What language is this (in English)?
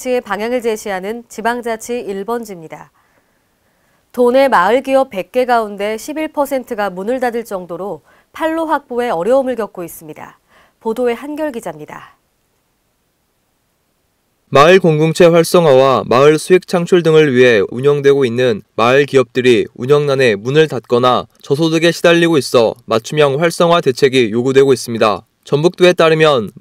Korean